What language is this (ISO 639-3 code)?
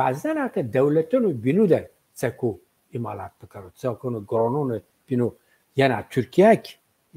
zza